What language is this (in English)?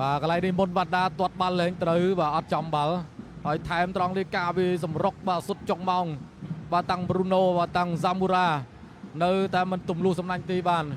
Khmer